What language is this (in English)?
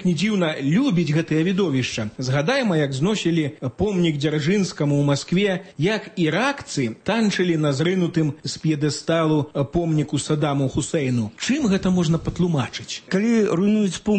Belarusian